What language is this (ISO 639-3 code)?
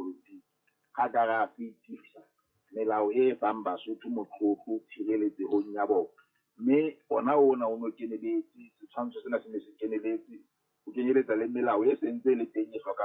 sot